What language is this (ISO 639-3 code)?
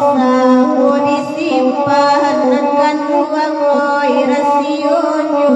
min